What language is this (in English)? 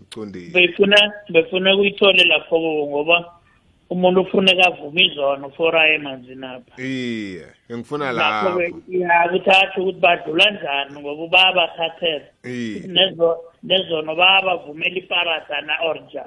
South Ndebele